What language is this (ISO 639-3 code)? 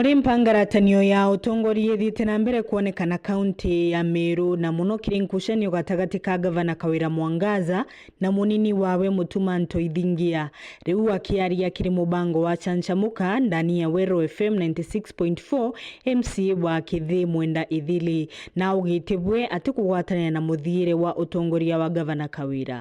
mer